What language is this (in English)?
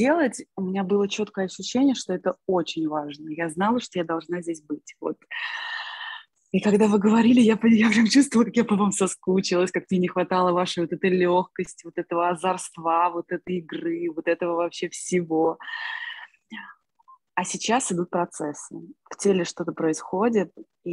Russian